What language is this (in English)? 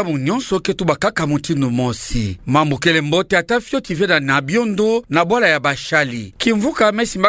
Kituba (Democratic Republic of Congo)